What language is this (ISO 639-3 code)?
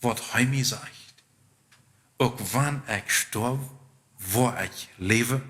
pdt